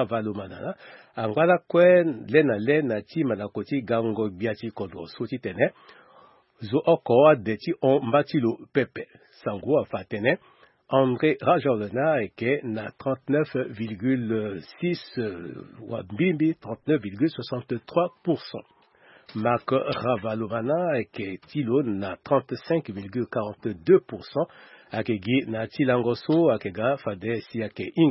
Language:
Sango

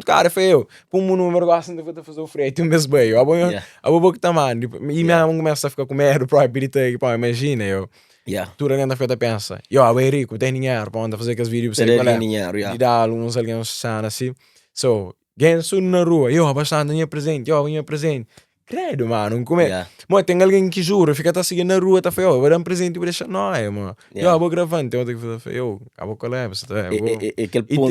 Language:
Kabuverdianu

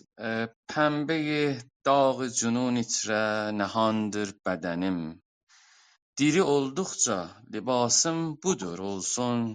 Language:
South Azerbaijani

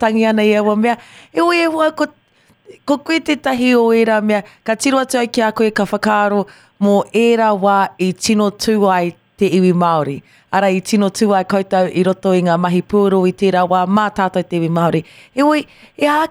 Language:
Māori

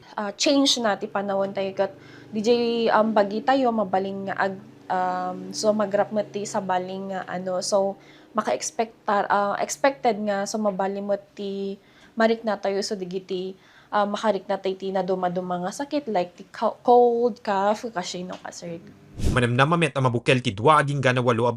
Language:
Iloko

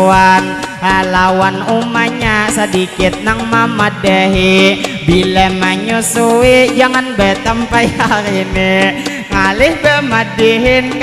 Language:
Banjar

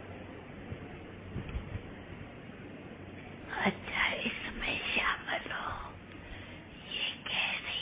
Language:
Hindi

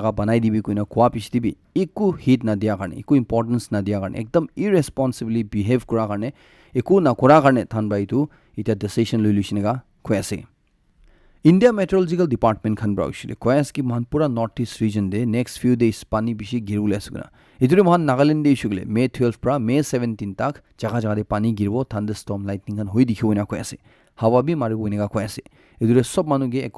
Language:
Naga Pidgin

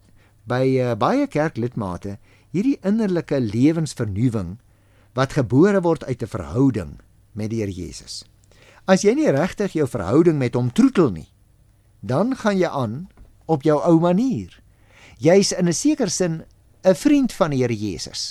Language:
Afrikaans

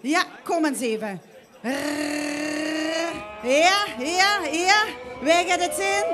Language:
Limburgish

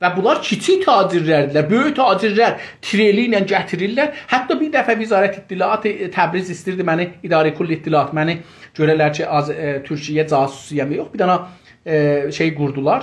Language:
South Azerbaijani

